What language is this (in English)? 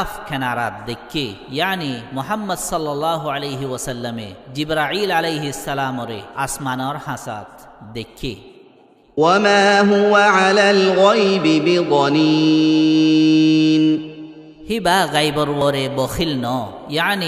Rohingya